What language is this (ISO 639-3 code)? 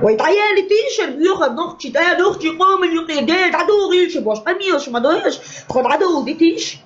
che